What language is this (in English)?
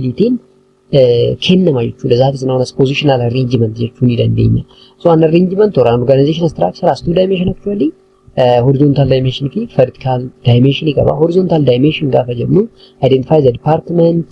Oromo